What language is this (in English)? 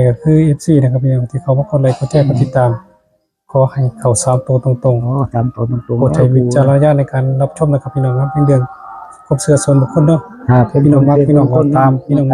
Northeastern Thai